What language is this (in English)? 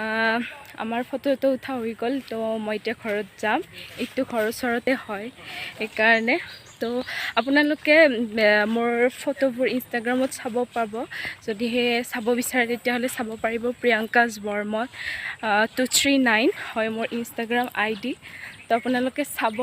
Assamese